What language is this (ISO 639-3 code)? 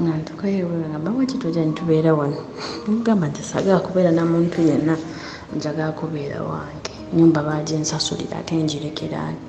lug